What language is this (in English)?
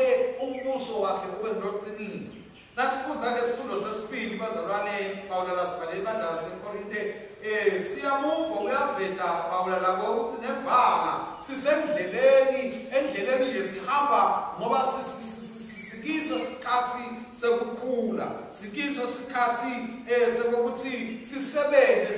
Swati